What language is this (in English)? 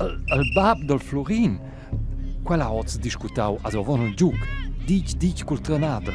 Romansh